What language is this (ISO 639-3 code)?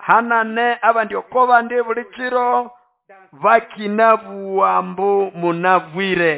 nnb